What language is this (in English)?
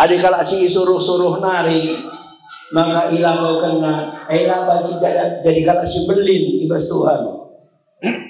Batak Karo